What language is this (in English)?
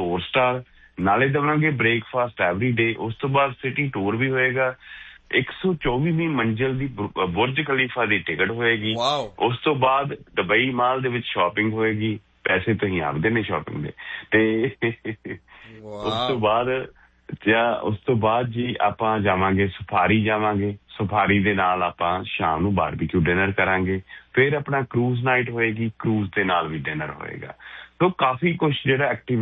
Punjabi